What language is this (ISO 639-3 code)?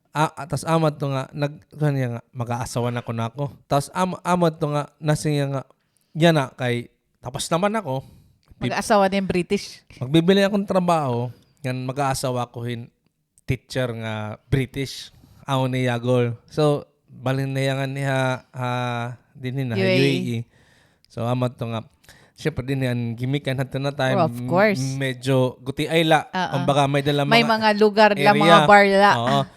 war